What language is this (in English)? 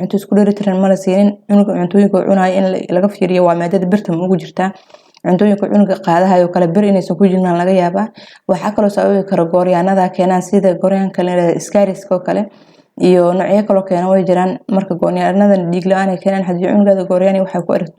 Somali